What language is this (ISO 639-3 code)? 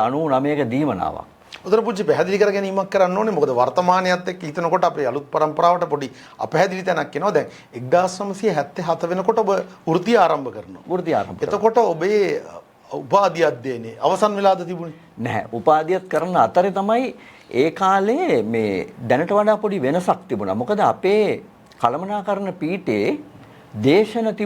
sin